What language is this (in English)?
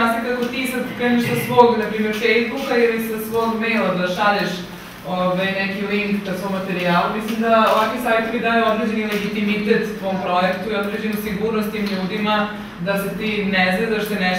Serbian